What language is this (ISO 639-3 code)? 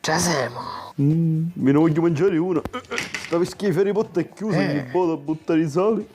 scn